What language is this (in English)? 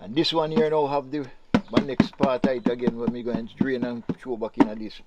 Jamaican Creole English